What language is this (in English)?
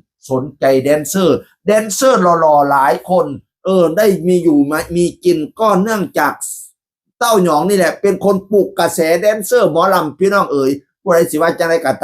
Northeastern Thai